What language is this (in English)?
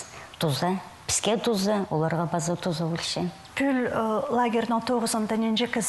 Khakas